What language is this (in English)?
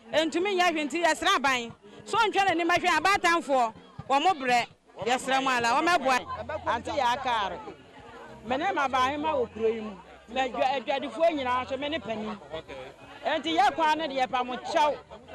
Akan